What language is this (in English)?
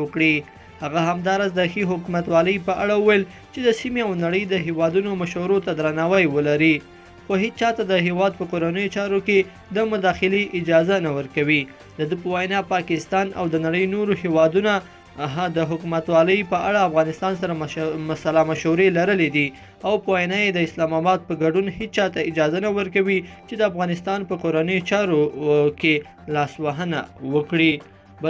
Pashto